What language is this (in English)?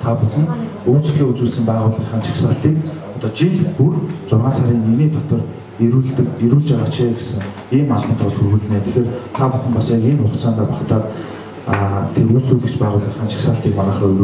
Mongolian